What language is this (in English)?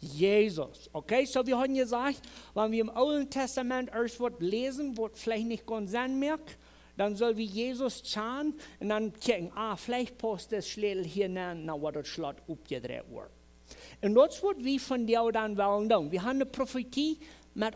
Plautdietsch